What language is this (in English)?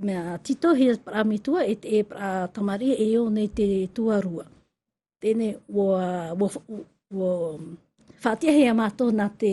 Tahitian